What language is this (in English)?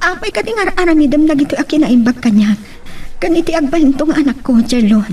Iloko